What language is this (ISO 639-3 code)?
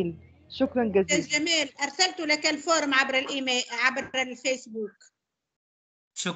ara